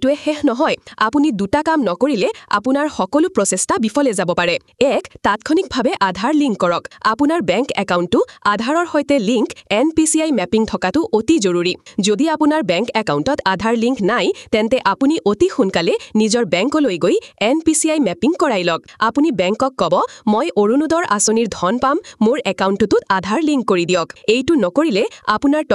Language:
Assamese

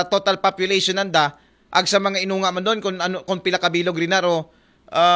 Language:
Aklanon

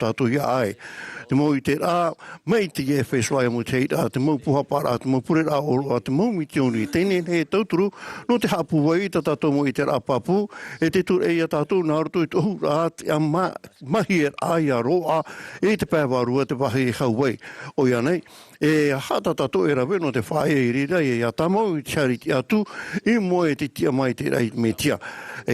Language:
Tahitian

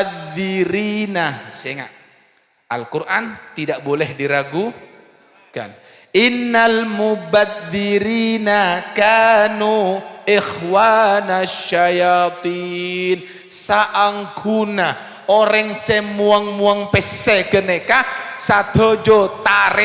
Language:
Madurese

